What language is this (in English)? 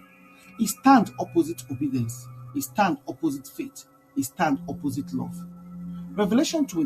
Nigerian Pidgin